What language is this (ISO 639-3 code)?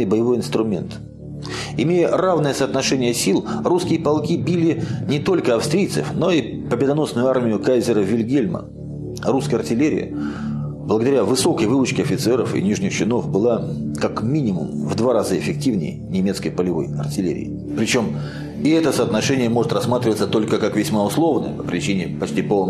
rus